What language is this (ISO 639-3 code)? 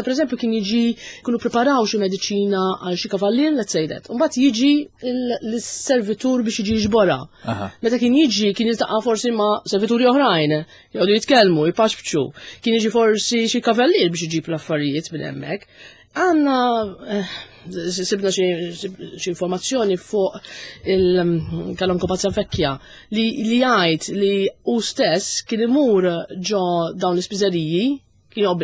mlt